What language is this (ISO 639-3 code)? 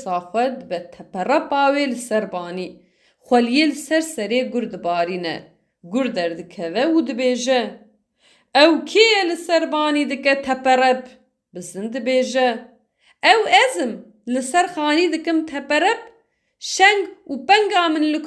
kur